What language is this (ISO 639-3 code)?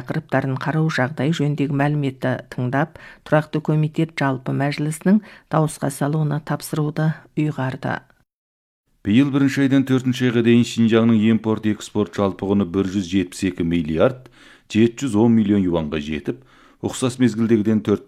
kaz